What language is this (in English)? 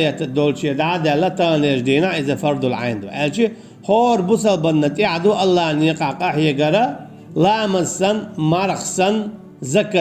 Chechen